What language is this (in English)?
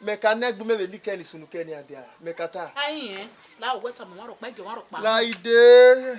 Bini